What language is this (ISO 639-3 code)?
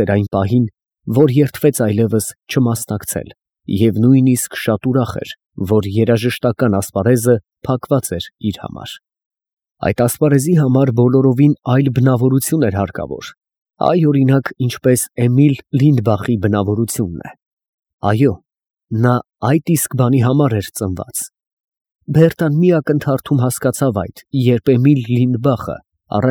hye